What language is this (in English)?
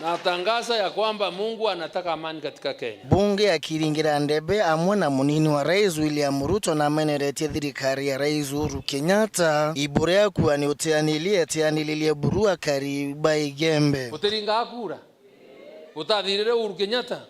Meru